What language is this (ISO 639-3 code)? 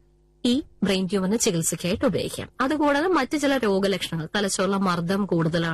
mal